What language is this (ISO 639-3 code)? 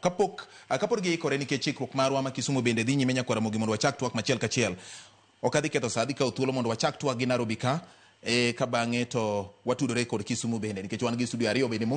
luo